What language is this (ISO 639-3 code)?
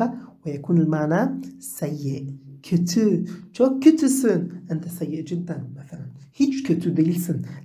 ara